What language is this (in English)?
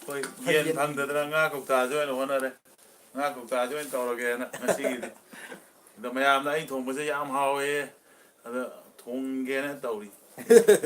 Manipuri